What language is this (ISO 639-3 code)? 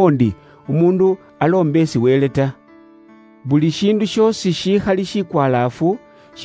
luy